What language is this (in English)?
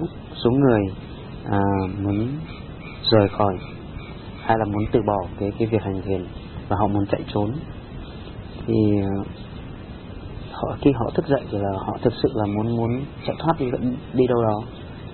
Vietnamese